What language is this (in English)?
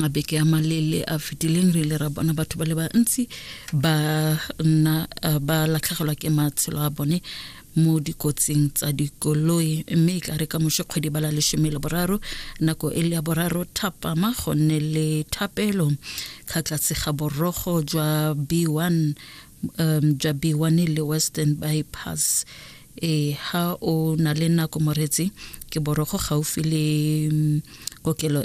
Tswana